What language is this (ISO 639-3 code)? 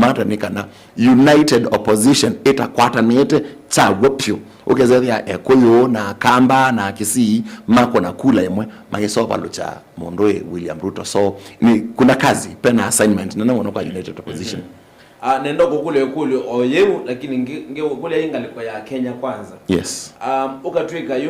kam